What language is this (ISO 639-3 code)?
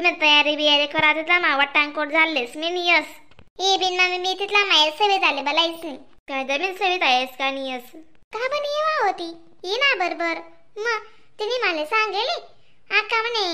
khn